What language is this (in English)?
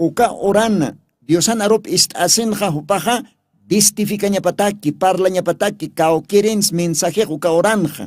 Aymara